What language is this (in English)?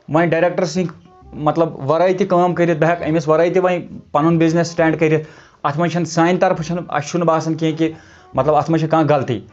Kashmiri